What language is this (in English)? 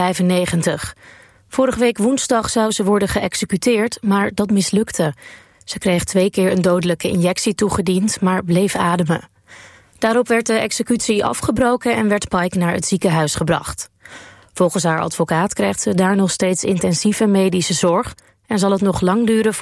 Dutch